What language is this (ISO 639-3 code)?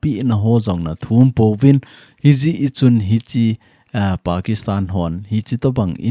tcz